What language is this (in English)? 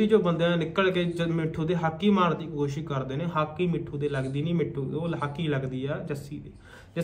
Punjabi